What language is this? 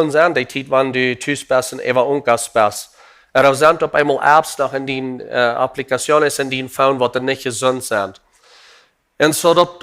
Plautdietsch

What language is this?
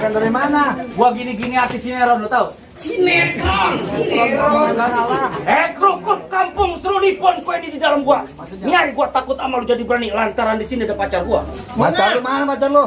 Betawi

